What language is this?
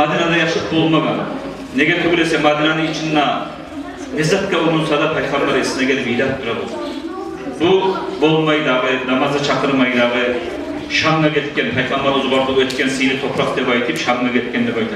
Kumyk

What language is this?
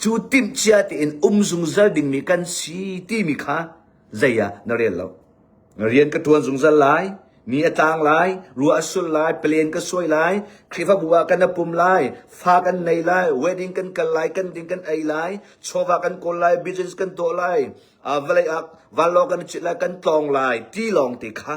Hakha Chin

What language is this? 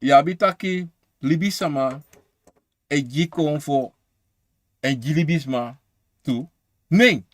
Sranan Tongo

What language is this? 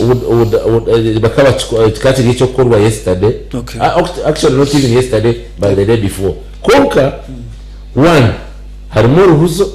Nyankole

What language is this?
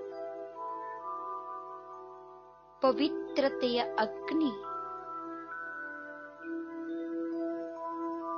Kannada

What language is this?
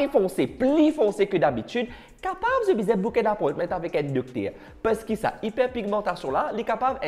Morisyen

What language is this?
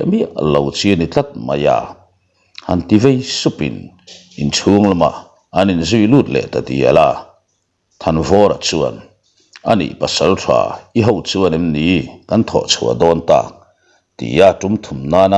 Mizo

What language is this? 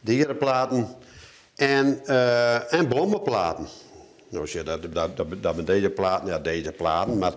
Western Frisian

